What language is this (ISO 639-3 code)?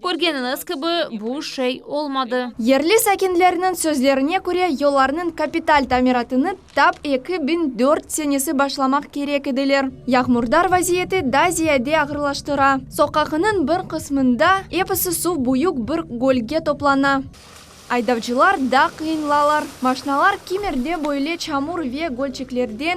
crh